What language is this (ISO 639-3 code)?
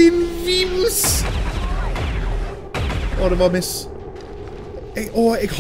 nor